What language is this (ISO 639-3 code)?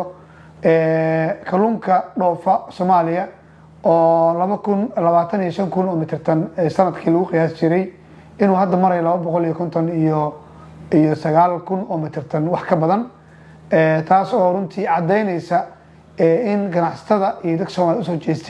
som